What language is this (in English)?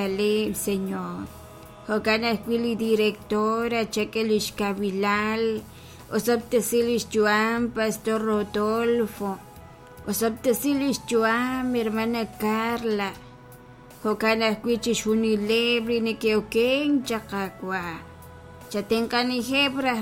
Kekchí